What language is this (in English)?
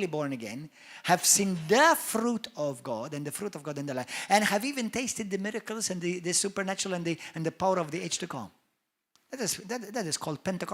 English